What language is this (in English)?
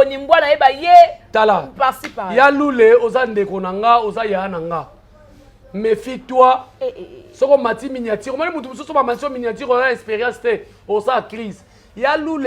Lingala